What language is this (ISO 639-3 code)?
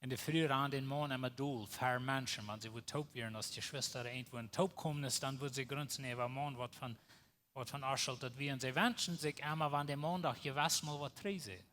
pdt